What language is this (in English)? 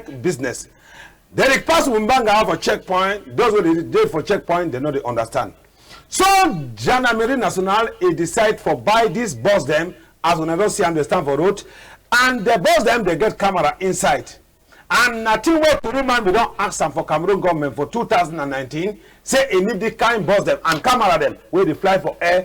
Cameroon Pidgin